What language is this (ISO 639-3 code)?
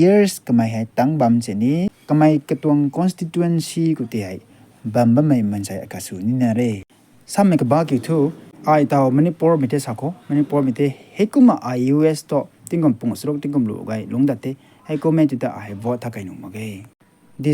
nbu